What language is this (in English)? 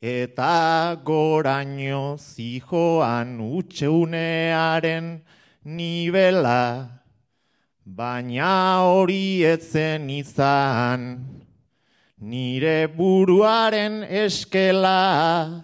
Basque